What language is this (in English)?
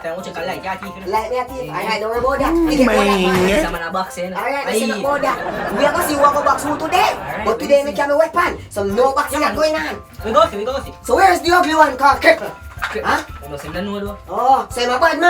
Jamaican Creole English